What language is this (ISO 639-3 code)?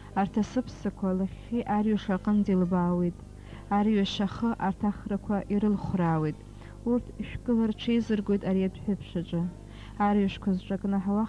abk